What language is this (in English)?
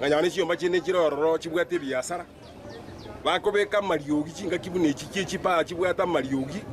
Gusii